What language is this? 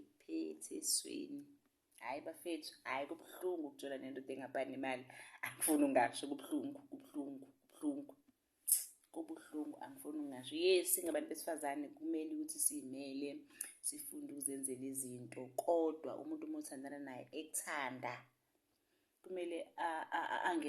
Zulu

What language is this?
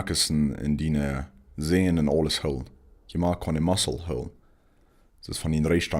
Plautdietsch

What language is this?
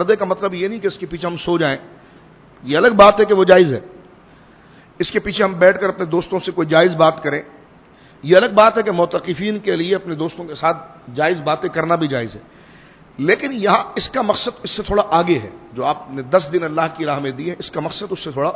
Urdu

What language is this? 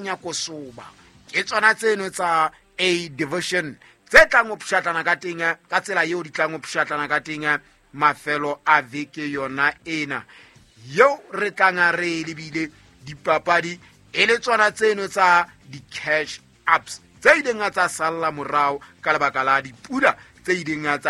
Southern Sotho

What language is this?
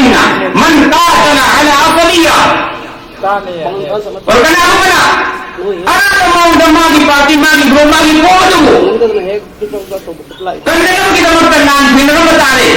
Manipuri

